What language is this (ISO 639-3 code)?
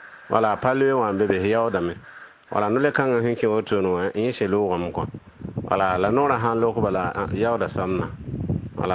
mos